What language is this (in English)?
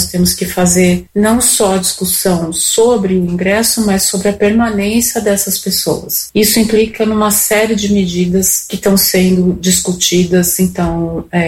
Portuguese